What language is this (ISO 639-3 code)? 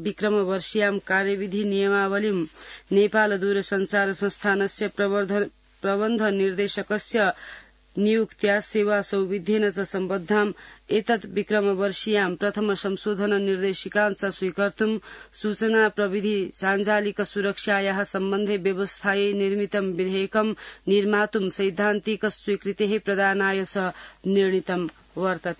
san